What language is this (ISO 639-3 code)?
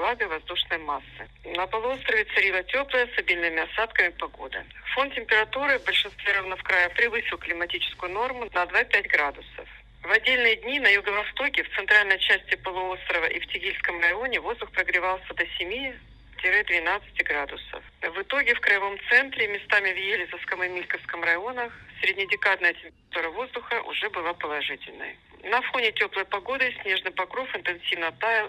rus